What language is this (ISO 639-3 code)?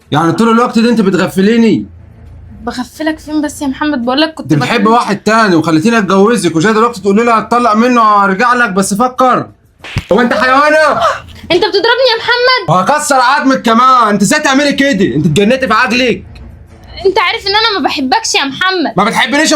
arz